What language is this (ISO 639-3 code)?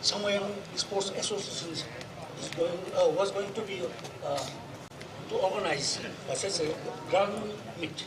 nmf